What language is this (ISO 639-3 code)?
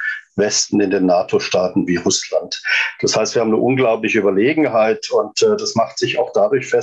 deu